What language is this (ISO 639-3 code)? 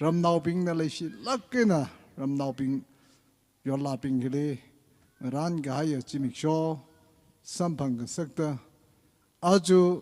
nmf